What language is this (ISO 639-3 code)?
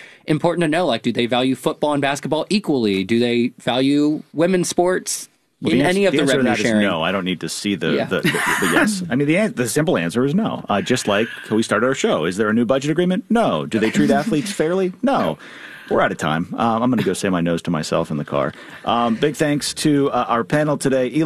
eng